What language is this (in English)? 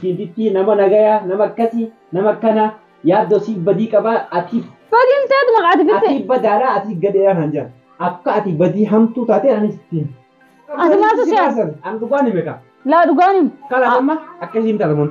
Oromo